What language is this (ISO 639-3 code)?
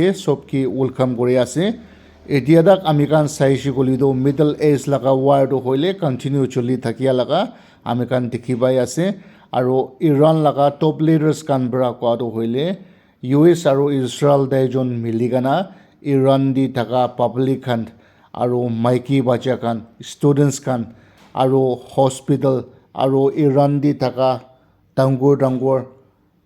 nag